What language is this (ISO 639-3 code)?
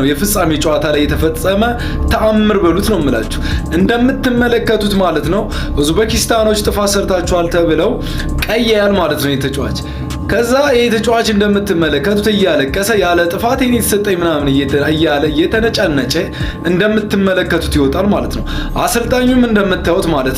amh